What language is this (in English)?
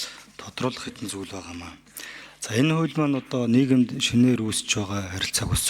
Mongolian